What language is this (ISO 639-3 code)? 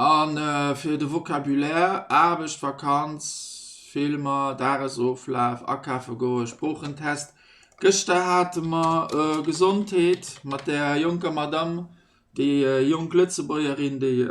ltz